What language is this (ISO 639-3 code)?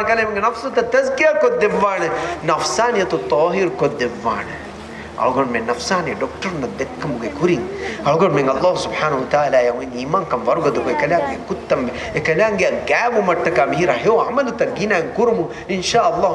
div